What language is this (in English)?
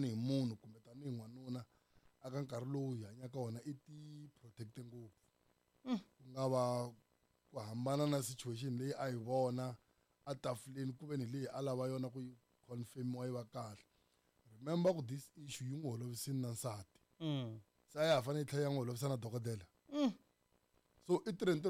Tsonga